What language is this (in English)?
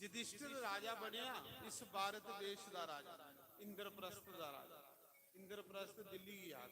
Dogri